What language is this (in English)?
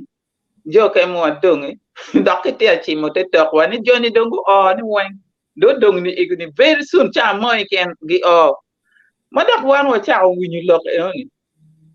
Acoli